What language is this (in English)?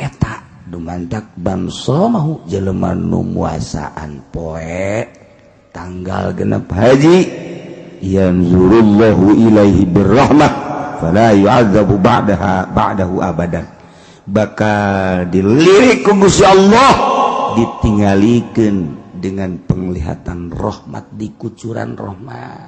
Sundanese